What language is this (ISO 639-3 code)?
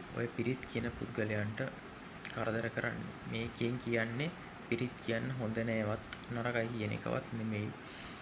sin